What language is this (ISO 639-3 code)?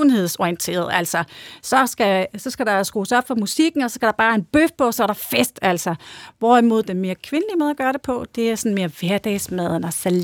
dan